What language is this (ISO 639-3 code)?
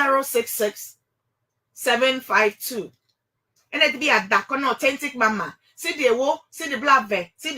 ewe